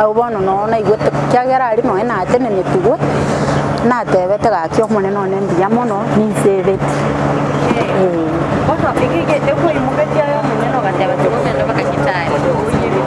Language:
Gusii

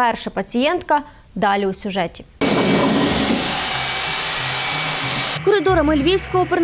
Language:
Ukrainian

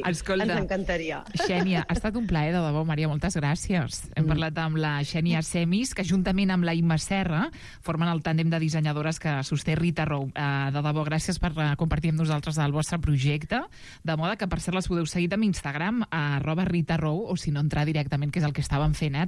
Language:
Catalan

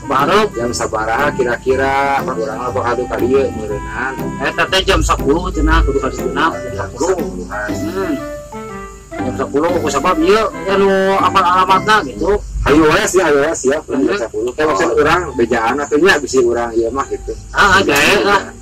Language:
Sundanese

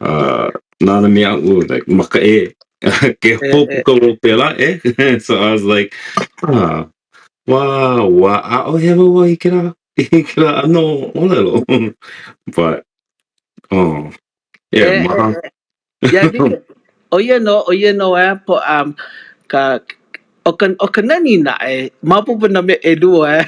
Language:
Hawaiian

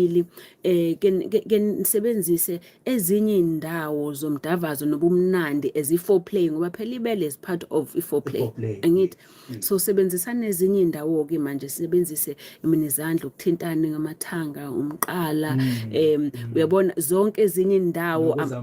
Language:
Zulu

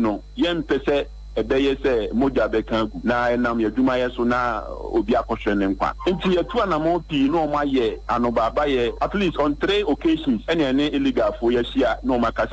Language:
Akan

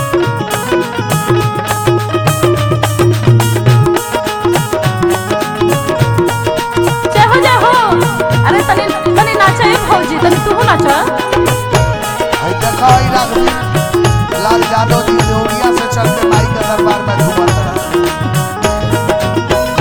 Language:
Bhojpuri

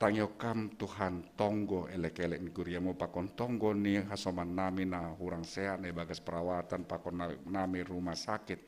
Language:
Batak Simalungun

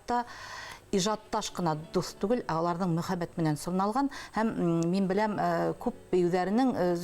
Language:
Bashkir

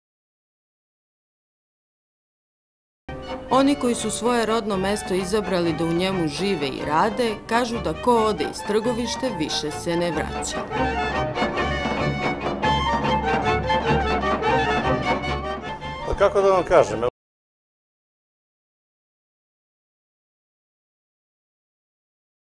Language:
Serbian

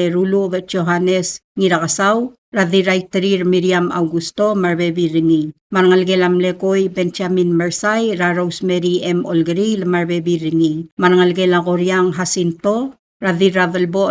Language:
Palauan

